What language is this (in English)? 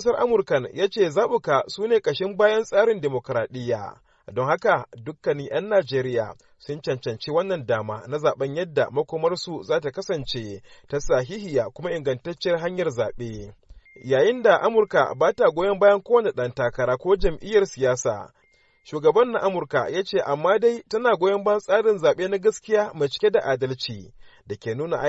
Hausa